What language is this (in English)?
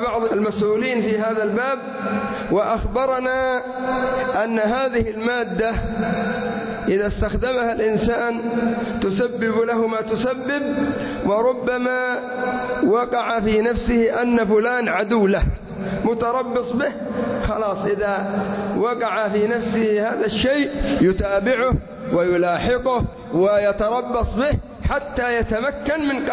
Arabic